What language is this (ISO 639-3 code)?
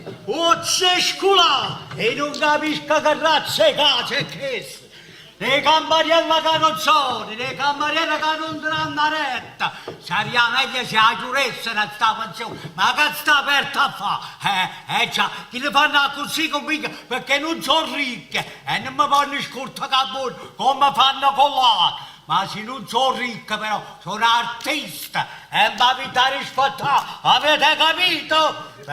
nap